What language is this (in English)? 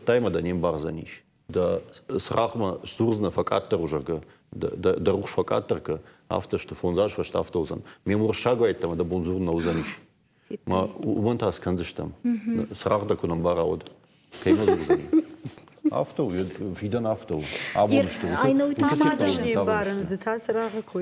Ossetic